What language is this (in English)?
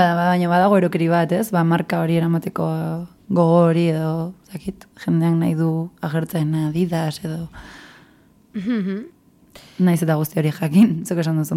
Basque